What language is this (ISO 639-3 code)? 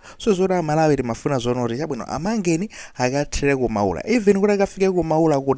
nya